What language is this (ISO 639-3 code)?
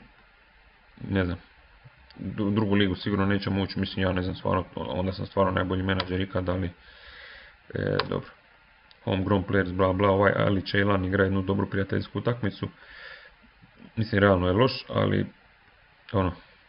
hrv